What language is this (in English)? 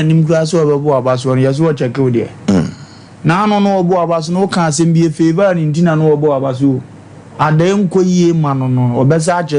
Akan